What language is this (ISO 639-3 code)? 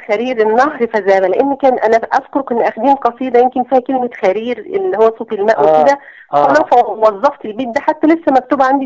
arz